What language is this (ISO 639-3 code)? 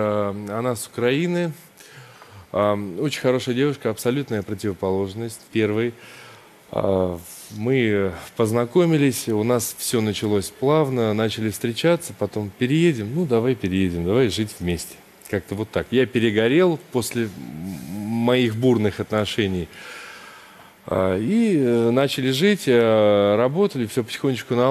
rus